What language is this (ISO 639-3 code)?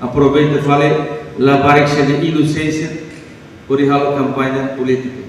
tet